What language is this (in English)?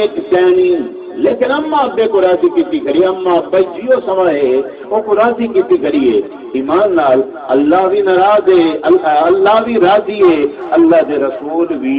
Saraiki